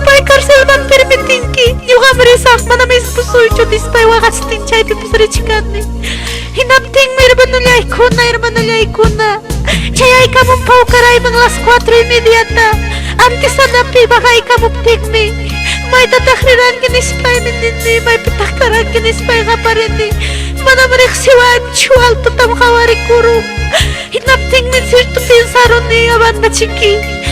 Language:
Ayacucho Quechua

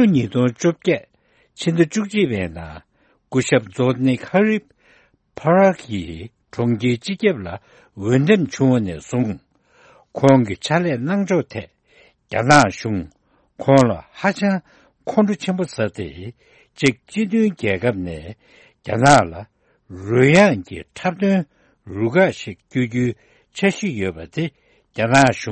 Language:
Tibetan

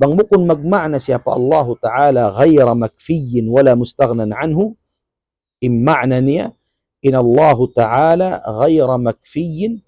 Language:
Tausug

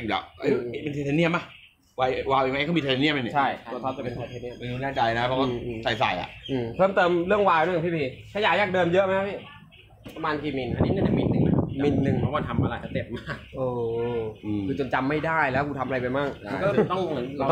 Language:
Thai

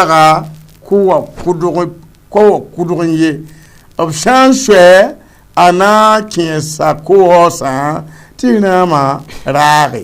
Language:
Mossi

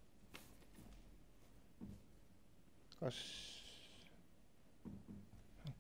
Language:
Estonian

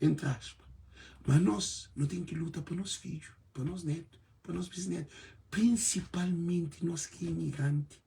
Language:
Kabuverdianu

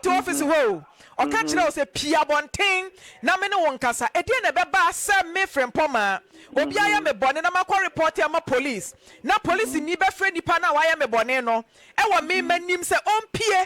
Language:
Akan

